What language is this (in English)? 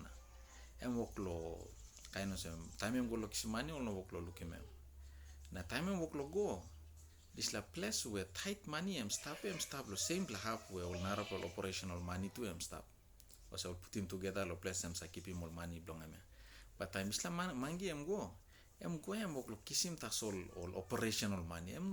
Tok Pisin